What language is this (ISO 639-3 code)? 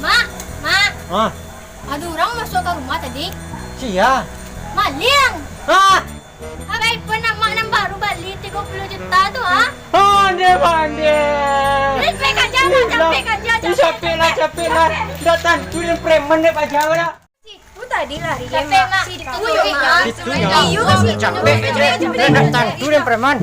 min